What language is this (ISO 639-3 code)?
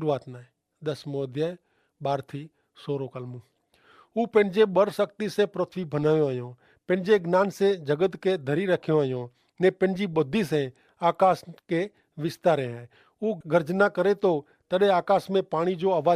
kfr